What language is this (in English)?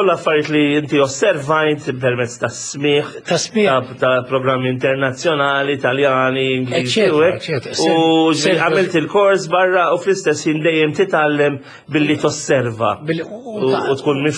Maltese